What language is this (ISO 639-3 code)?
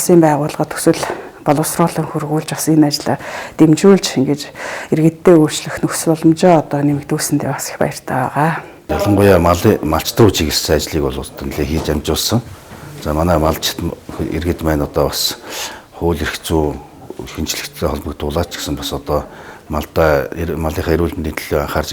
mon